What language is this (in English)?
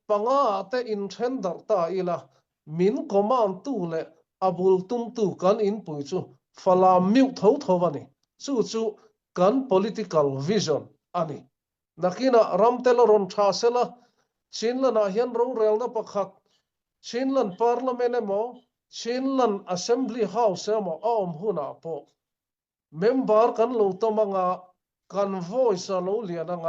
Hakha Chin